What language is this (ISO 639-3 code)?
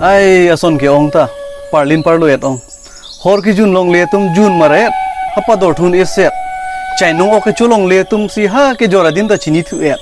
mjw